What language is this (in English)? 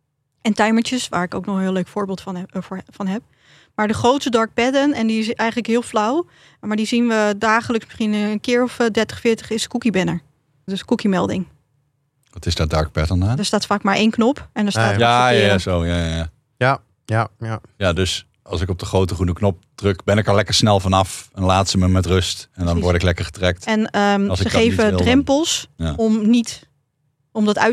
Dutch